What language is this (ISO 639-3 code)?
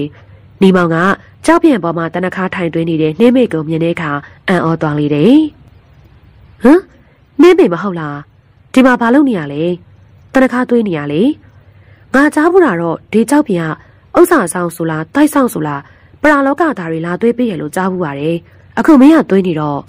mya